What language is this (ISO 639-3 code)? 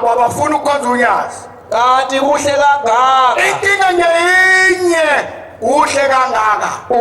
zul